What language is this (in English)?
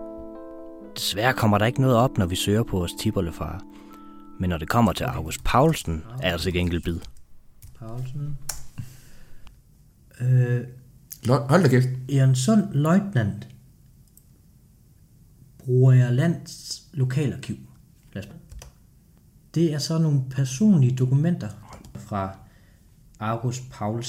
Danish